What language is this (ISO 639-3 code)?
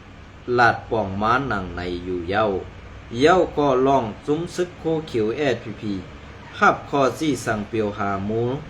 shn